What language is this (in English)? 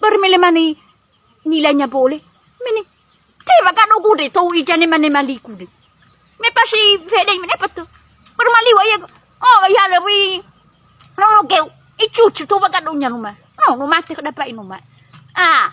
Nias